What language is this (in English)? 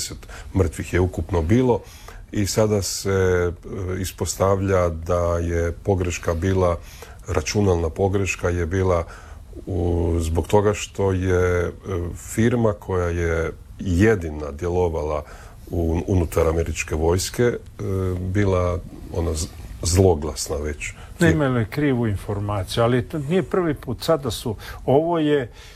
Croatian